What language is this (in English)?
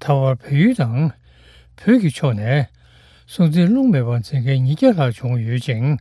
Tibetan